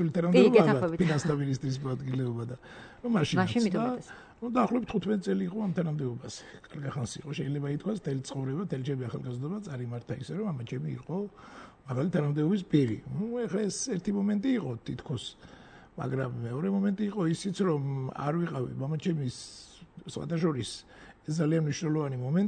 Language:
Georgian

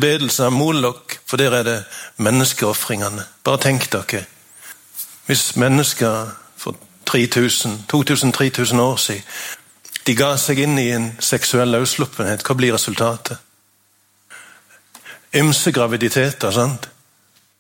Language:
Norwegian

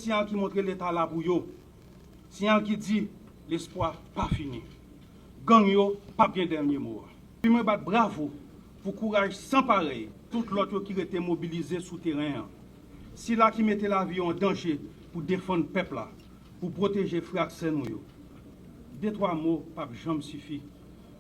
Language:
Haitian Creole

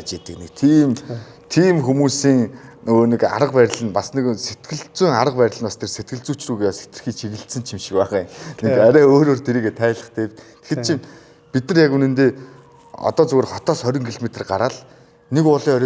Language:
Mongolian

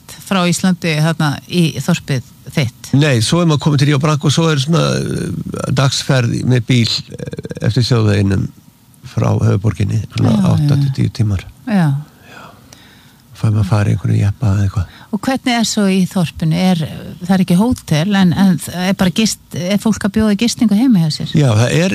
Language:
Icelandic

